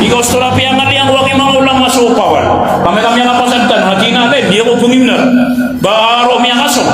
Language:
Maranao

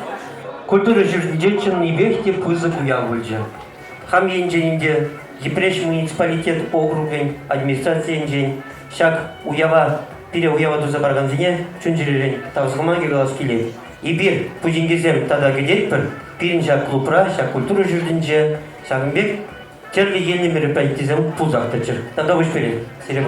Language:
Chuvash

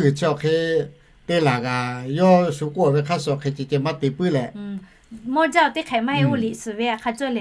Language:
Lahu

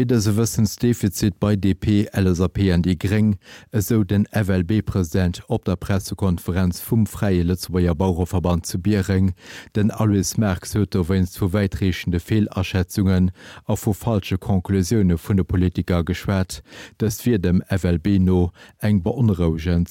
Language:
Luxembourgish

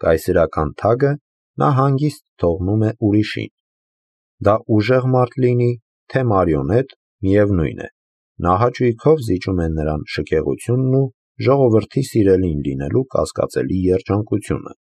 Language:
Armenian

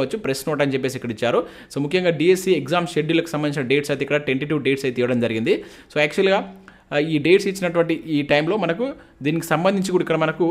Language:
Telugu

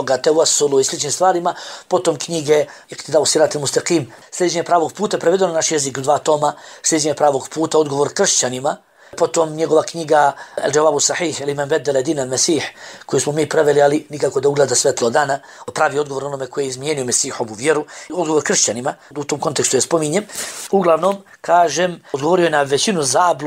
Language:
Bosnian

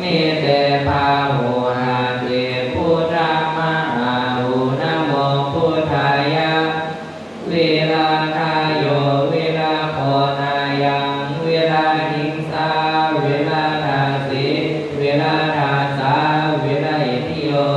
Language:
Pali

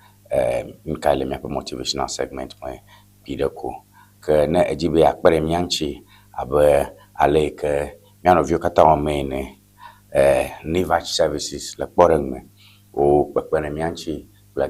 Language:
Ewe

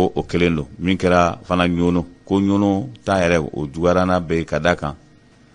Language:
Bambara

